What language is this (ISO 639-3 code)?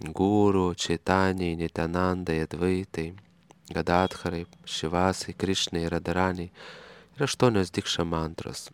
lit